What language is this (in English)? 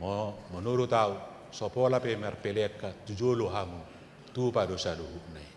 Batak Toba